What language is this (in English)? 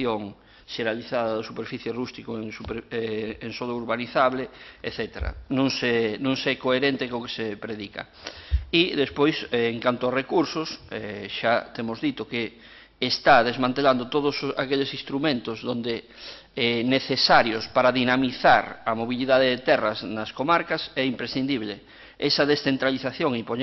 Galician